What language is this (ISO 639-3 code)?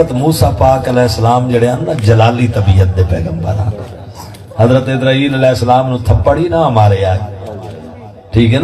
skr